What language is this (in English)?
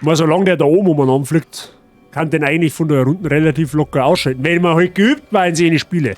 Bavarian